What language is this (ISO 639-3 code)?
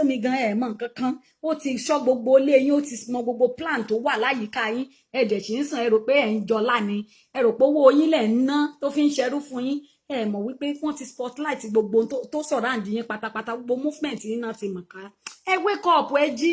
yor